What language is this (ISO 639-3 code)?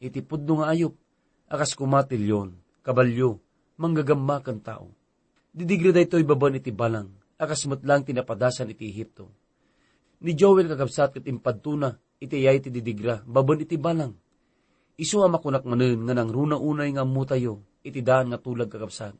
ilo